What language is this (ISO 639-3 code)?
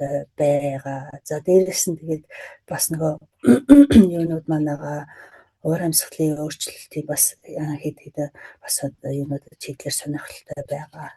mon